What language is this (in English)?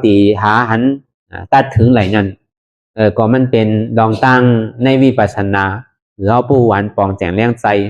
Shan